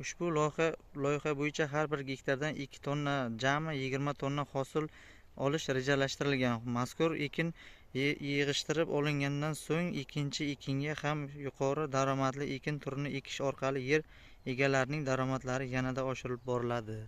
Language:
Uzbek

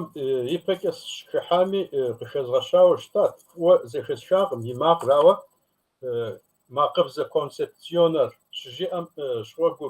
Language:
Kabardian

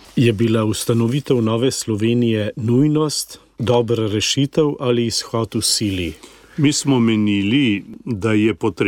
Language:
Slovenian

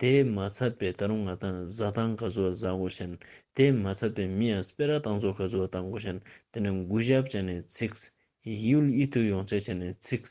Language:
Ladakhi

